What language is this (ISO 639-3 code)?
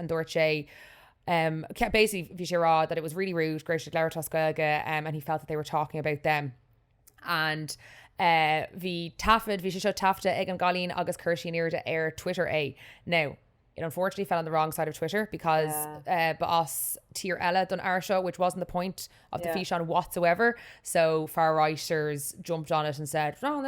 gle